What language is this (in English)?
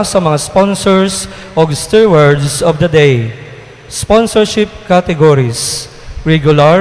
Cebuano